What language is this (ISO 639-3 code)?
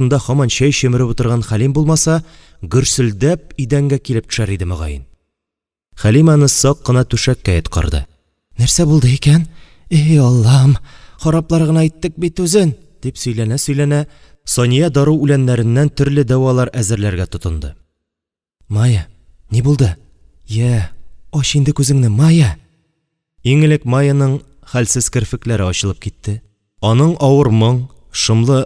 tat